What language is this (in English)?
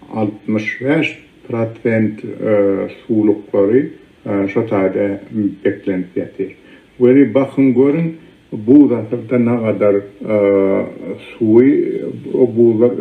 Turkmen